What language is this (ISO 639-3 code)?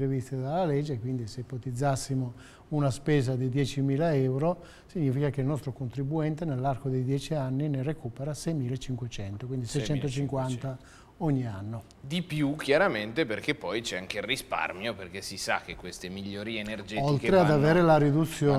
ita